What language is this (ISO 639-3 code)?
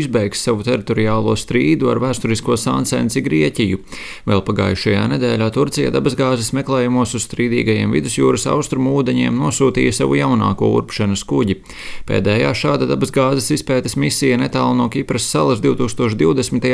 lav